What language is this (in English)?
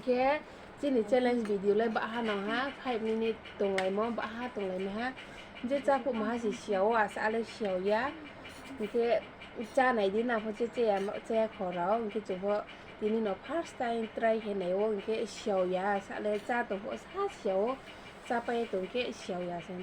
Riang (India)